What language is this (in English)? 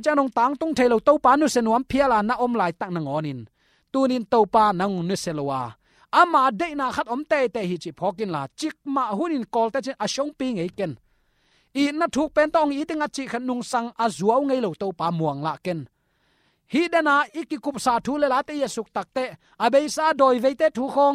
Tedim Chin